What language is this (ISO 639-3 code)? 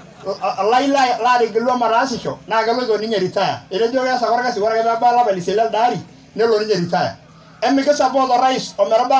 mas